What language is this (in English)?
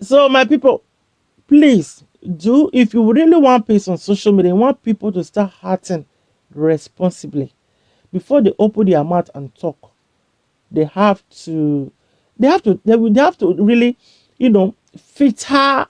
Nigerian Pidgin